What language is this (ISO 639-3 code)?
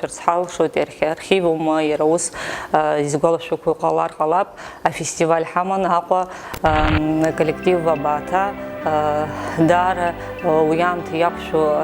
abk